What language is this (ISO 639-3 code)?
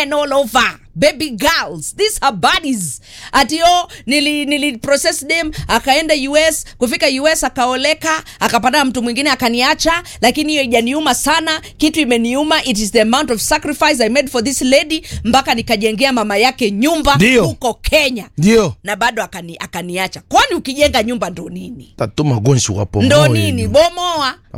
swa